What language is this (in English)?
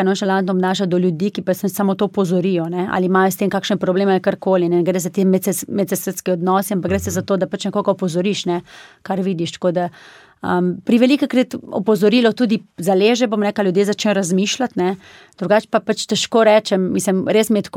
Slovenian